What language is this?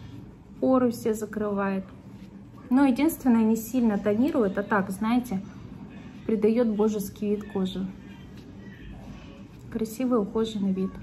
Russian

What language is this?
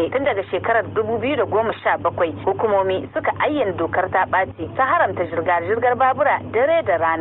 Hausa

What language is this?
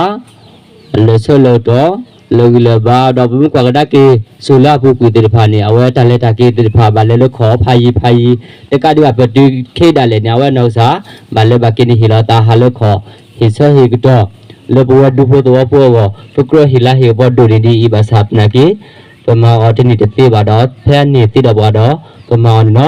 S'gaw Karen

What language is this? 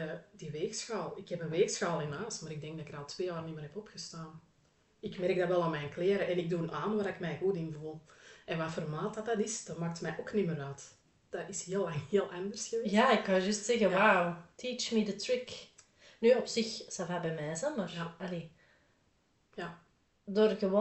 Dutch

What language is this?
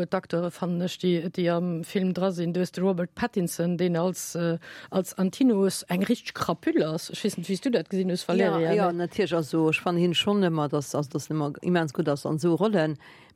Luxembourgish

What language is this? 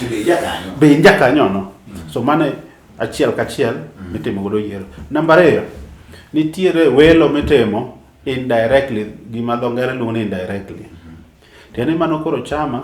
Luo (Kenya and Tanzania)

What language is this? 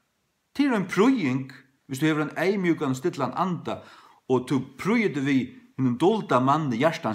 Faroese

